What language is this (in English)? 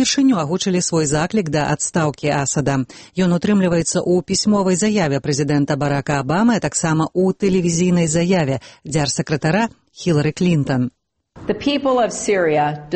Belarusian